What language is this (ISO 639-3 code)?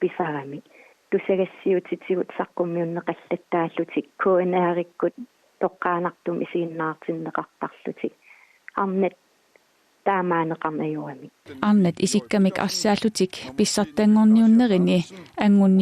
kal